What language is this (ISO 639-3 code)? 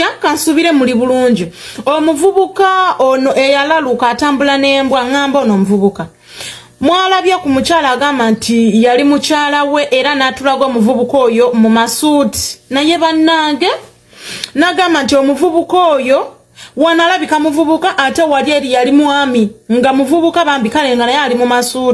lug